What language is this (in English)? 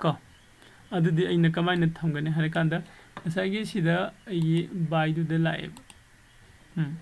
Manipuri